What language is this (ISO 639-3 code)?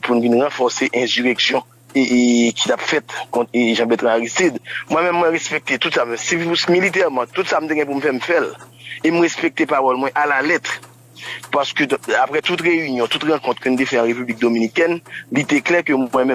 hat